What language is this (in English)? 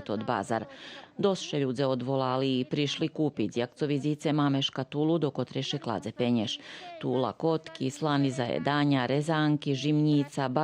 Rusyn